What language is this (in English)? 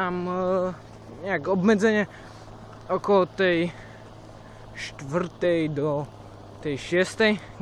Slovak